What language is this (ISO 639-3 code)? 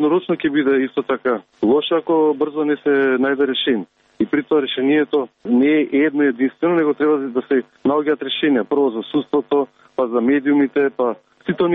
mkd